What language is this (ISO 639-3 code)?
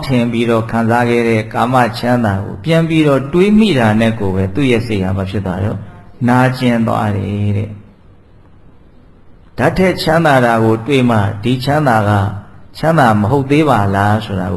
mya